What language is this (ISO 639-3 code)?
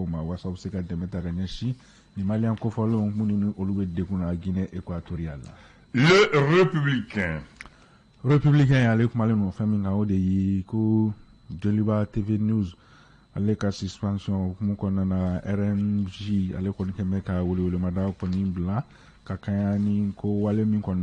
bam